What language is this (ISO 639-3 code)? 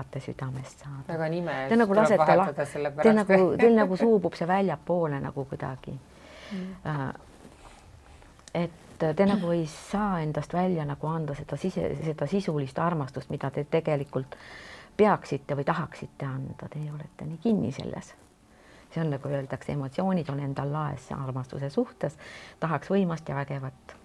est